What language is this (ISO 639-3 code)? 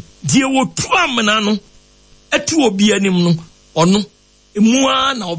aka